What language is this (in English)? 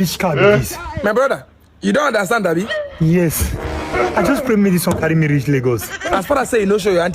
Nigerian Pidgin